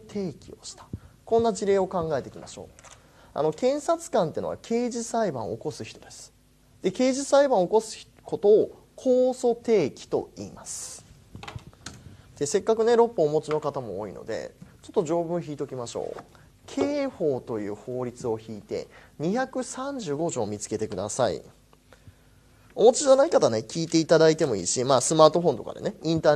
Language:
Japanese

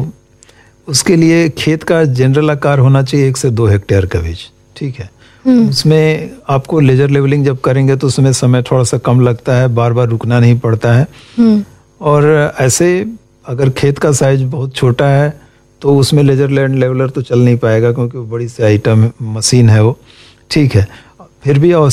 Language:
Hindi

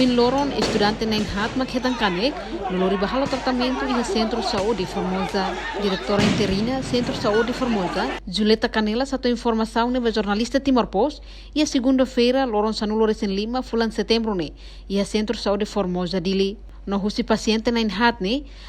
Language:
Tetum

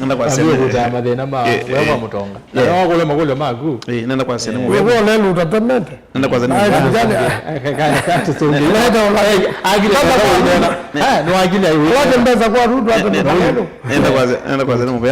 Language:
Kamba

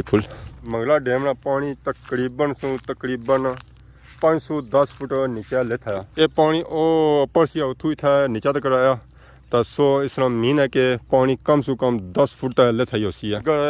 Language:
Pahari-Potwari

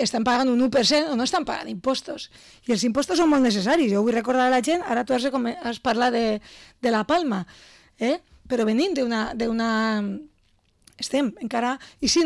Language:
Catalan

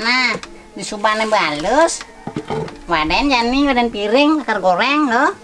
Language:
Balinese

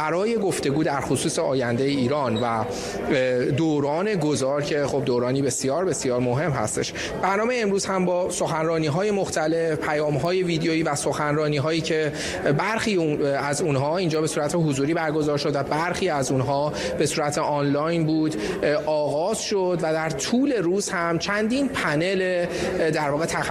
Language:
Persian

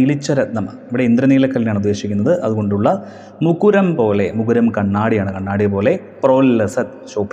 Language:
Malayalam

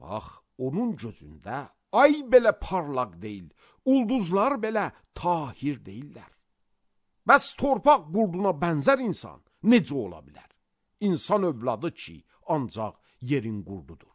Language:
Azerbaijani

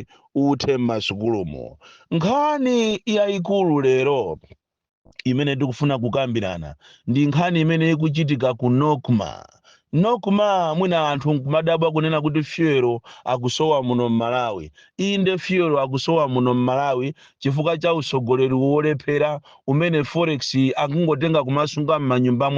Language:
Nyanja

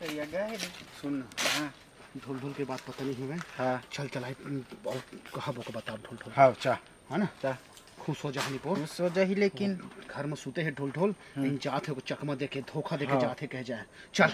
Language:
Chhattisgarhi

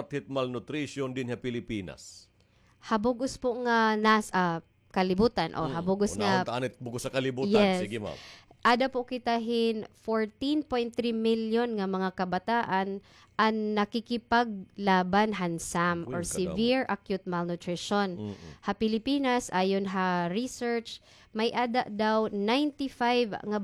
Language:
Waray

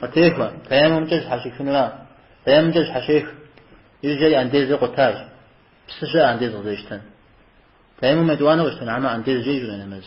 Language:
Kabardian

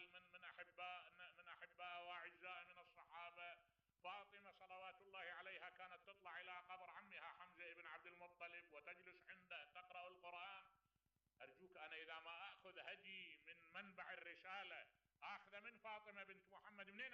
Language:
Mesopotamian Arabic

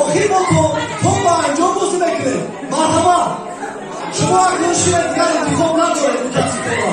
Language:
Tajik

